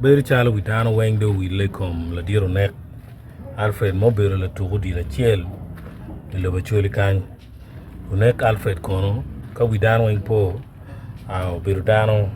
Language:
Acoli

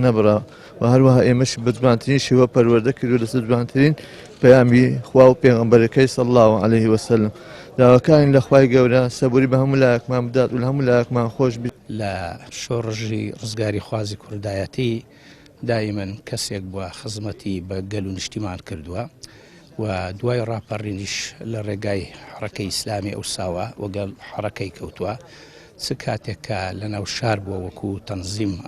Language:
Central Kurdish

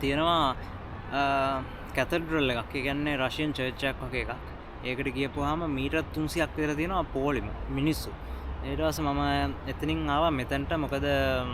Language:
Sinhala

